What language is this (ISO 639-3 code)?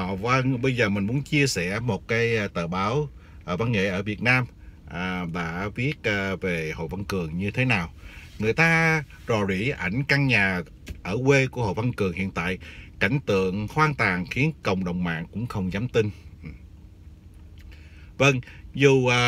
vie